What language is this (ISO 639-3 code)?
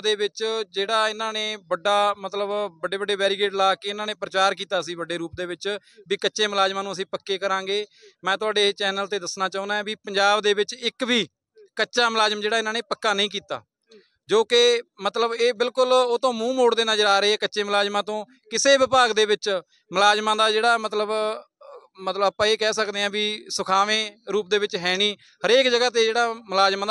pan